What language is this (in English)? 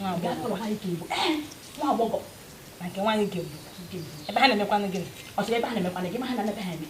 Igbo